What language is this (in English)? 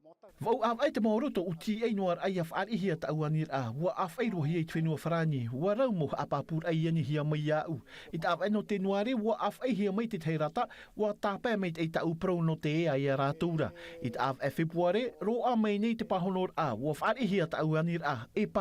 Tahitian